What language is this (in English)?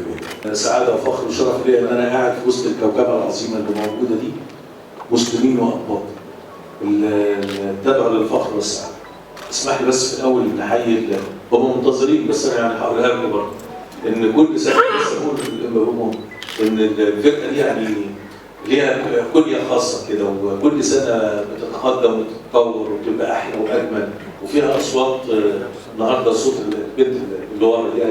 Egyptian Arabic